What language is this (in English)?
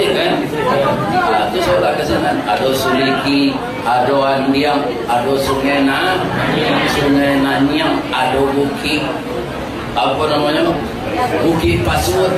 Minangkabau